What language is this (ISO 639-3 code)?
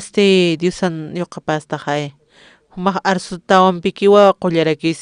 aym